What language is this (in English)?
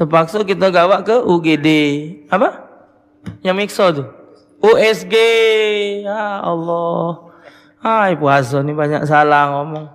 Musi